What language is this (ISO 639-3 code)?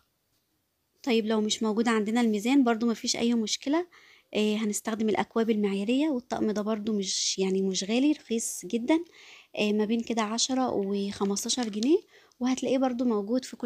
arz